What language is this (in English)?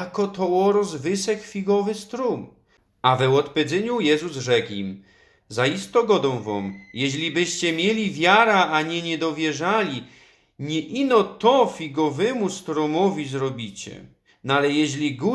Silesian